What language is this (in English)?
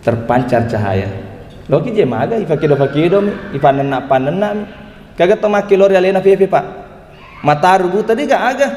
Buginese